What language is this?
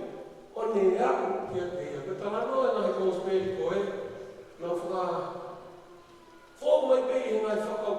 Tongan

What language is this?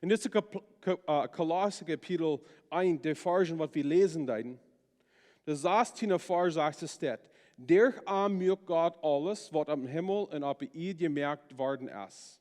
Plautdietsch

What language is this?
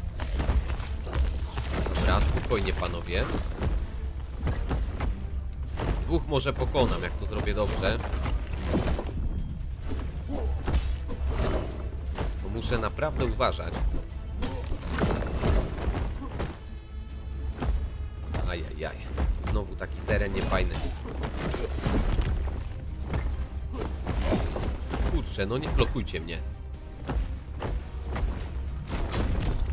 Polish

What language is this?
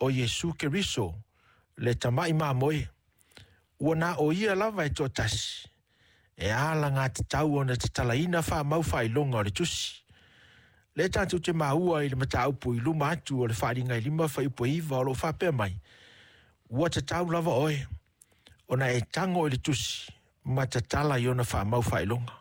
Samoan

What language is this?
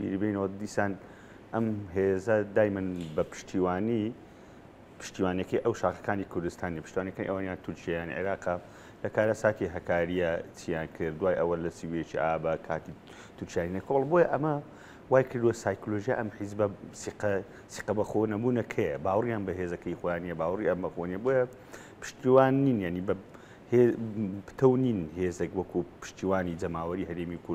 Central Kurdish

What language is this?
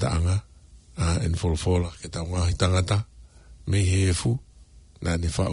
Tongan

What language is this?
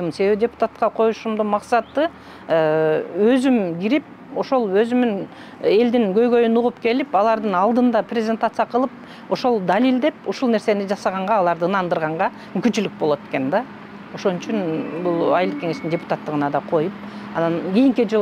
Kyrgyz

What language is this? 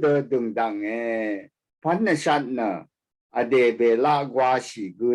Rawang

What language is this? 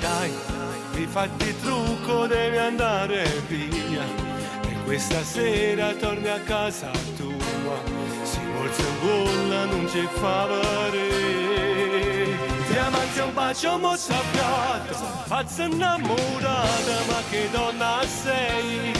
Neapolitan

